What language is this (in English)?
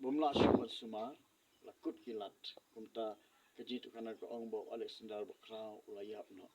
Khasi